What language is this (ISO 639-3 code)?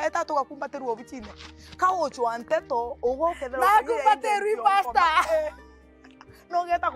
mer